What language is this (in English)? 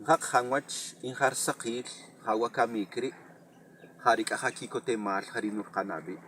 Tz'utujil